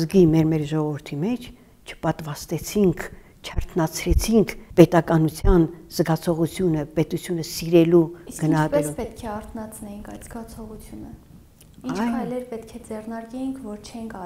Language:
Armenian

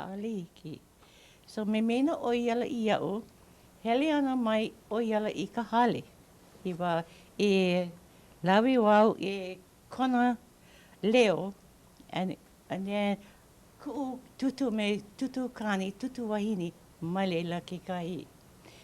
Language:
Hawaiian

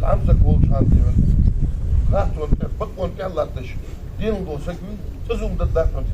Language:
Ingush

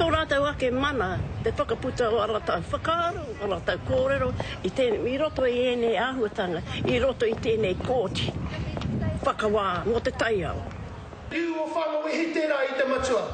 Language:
Māori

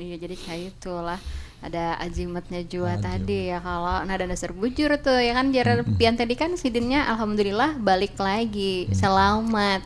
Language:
Banjar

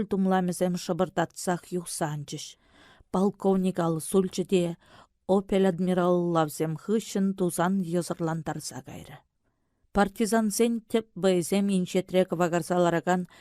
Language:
Chuvash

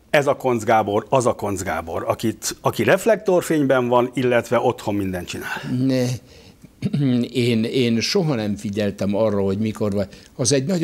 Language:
Hungarian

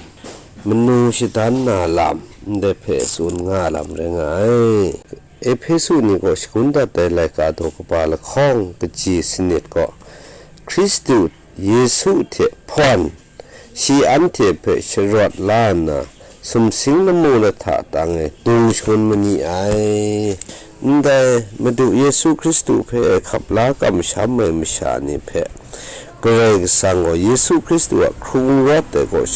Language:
Kachin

